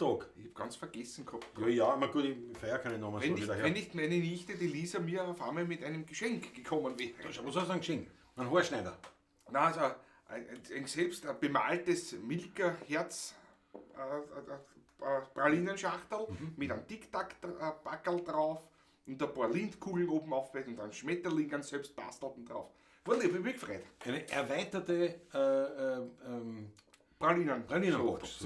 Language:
Bavarian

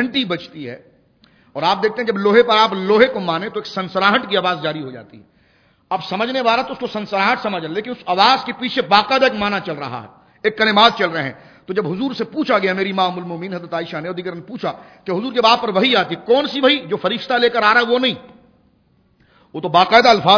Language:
Urdu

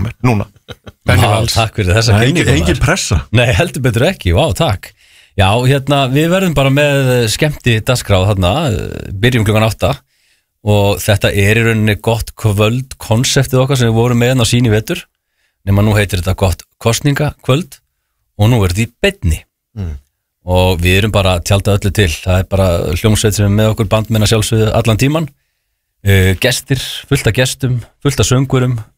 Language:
Icelandic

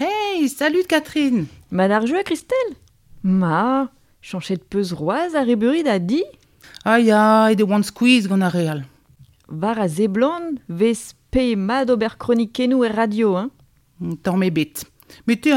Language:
Breton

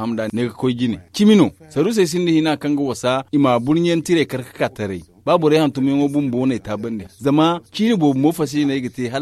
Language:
Zarma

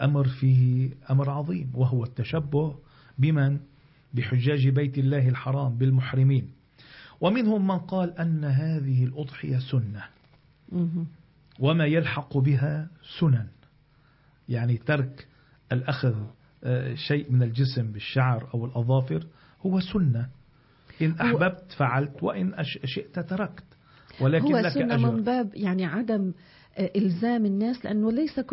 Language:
Arabic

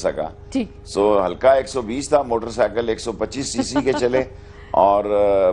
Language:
Urdu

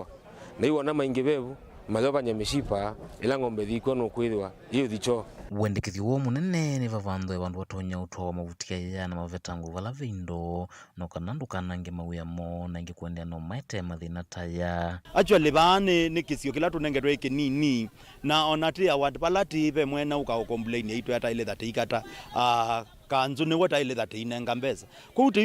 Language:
Kamba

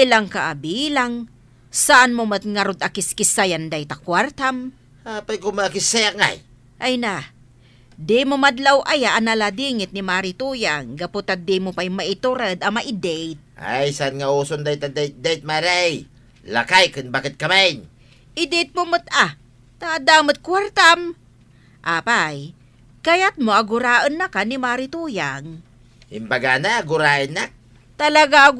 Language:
Iloko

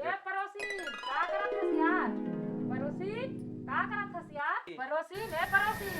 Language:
Chhattisgarhi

